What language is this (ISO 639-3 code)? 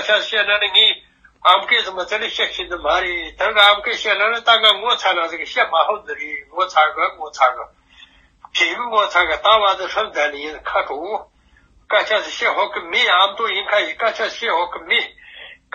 bod